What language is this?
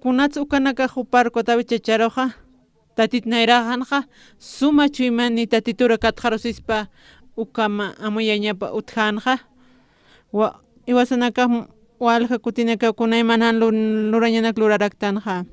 Aymara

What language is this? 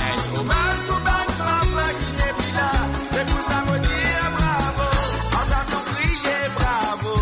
Morisyen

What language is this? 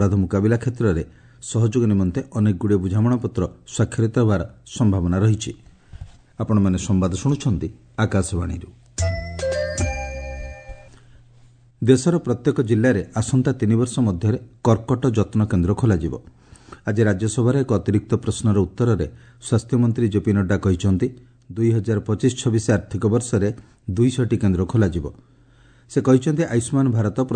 Odia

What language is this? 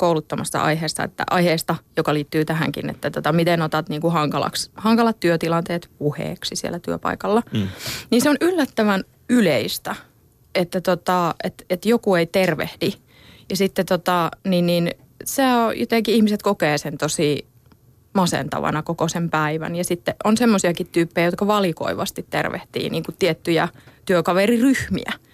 Finnish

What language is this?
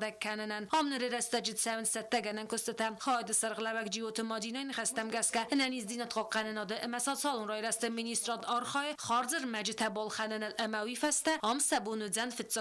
Ossetic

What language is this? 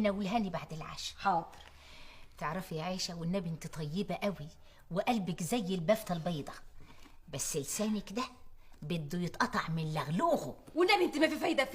Egyptian Arabic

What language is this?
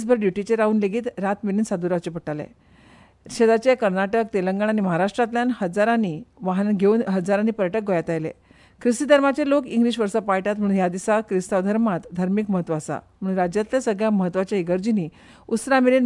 Konkani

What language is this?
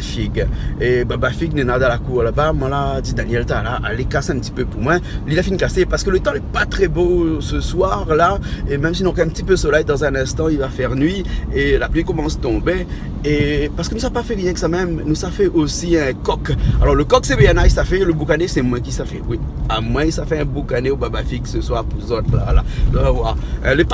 Réunion Creole French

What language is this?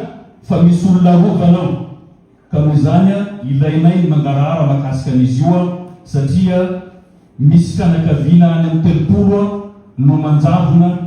Malagasy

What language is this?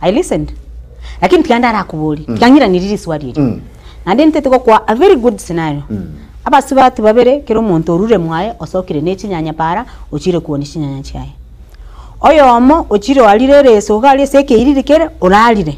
Gusii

